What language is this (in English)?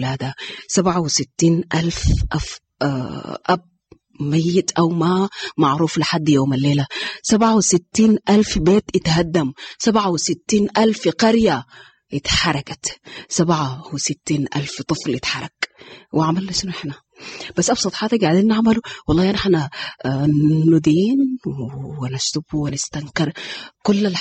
Sudanese Arabic